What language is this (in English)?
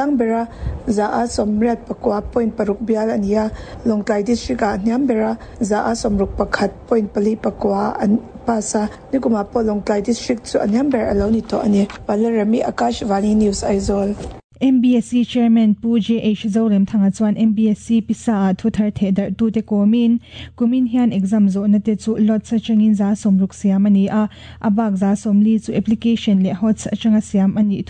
Mizo